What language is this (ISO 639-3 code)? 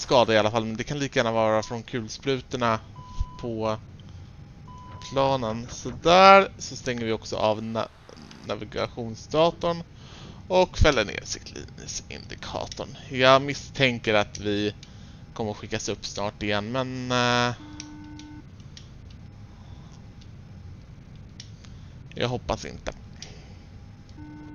swe